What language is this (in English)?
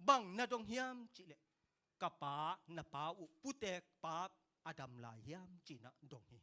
Tedim Chin